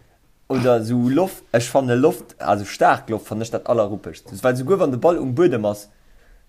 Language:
Luxembourgish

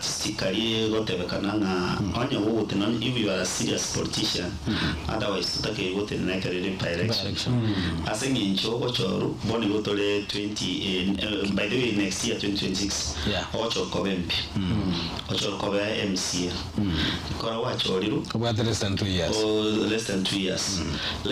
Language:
Gusii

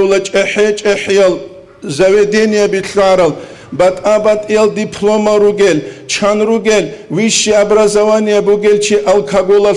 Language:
Avaric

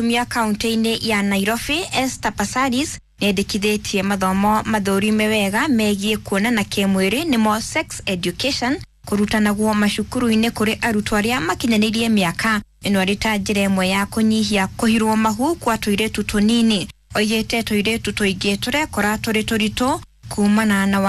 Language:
Kikuyu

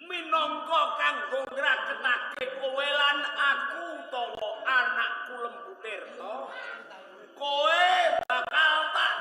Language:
Javanese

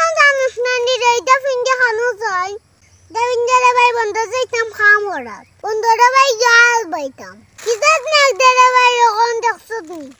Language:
Sylheti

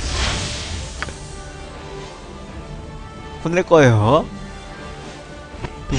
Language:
Korean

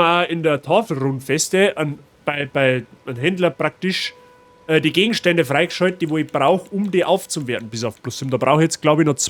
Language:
Bavarian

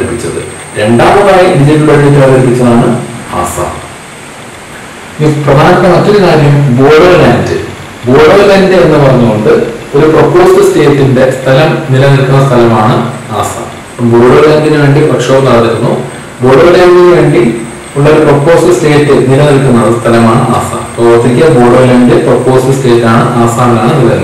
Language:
Malayalam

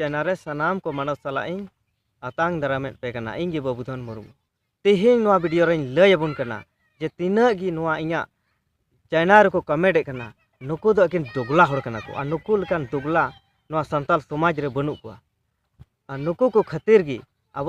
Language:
Santali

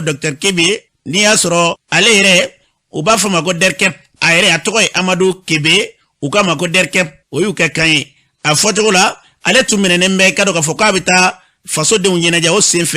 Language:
Bambara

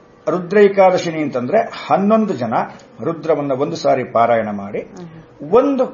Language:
Kannada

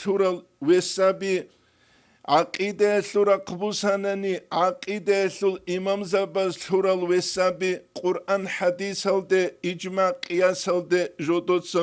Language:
Avaric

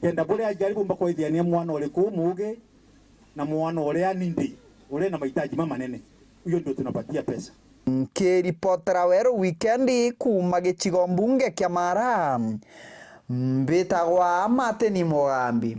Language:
Meru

